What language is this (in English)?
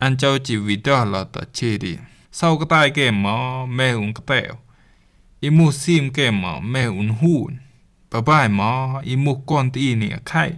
Rumai Palaung